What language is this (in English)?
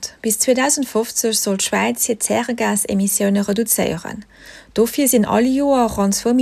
Luxembourgish